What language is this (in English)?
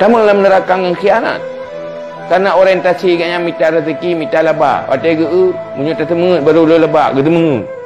Achinese